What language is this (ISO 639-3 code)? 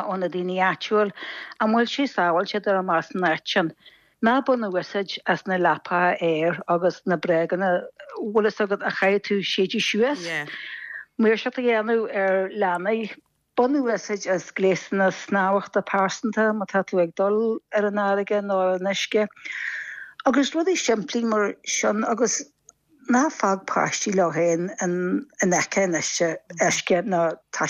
gle